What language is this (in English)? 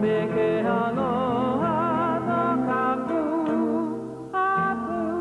Hawaiian